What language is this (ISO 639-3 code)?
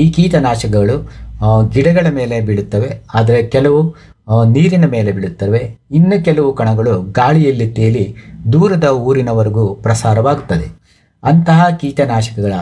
kan